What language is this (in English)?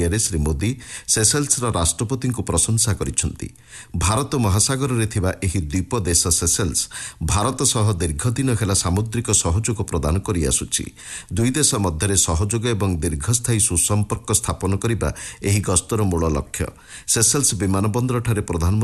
Odia